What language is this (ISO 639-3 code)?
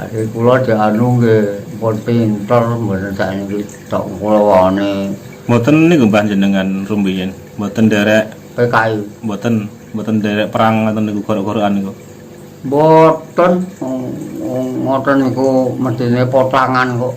jav